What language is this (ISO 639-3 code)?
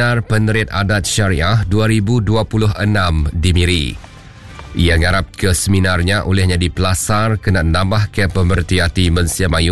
iba